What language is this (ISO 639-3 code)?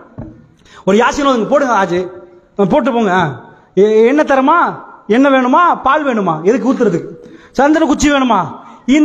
tam